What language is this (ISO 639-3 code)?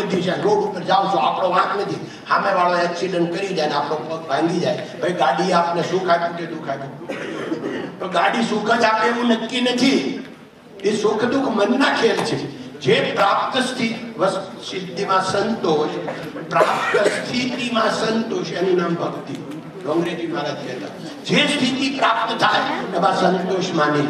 guj